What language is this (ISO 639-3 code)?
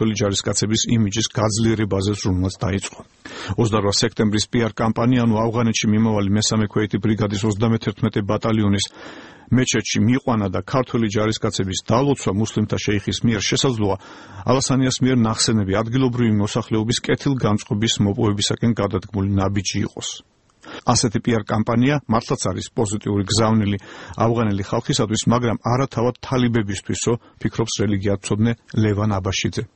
kat